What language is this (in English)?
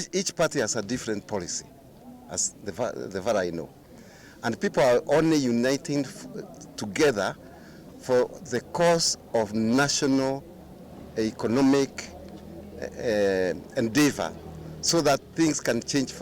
Kamba